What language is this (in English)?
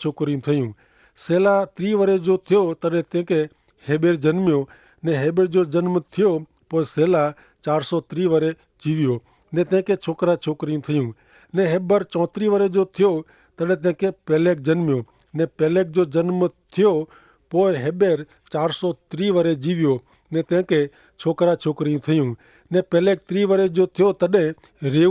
Kachhi